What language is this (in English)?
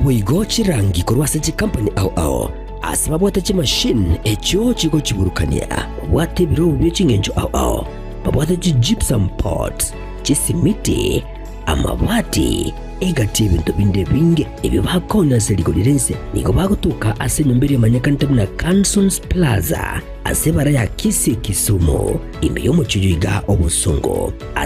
Gusii